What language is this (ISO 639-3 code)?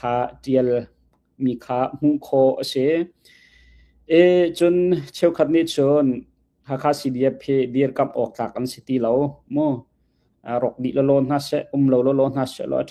cnh